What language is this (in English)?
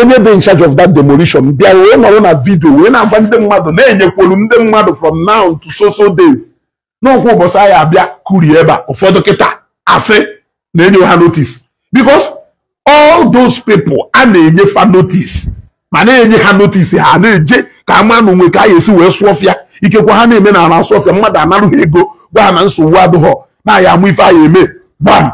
Igbo